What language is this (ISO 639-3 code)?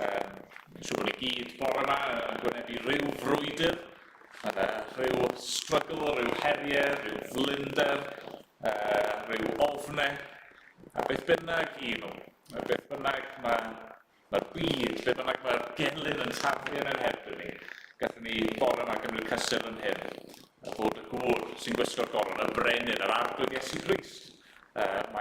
cym